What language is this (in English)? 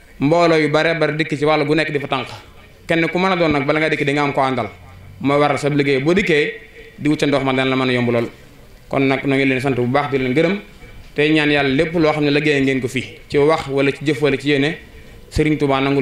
Wolof